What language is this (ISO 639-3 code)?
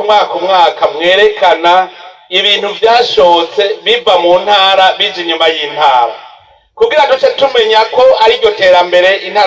run